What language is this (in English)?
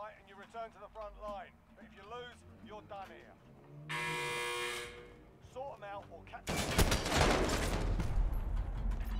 Hungarian